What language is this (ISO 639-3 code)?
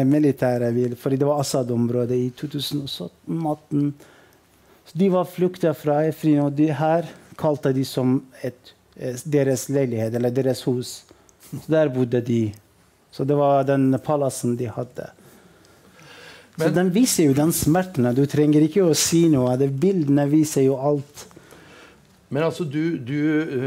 nor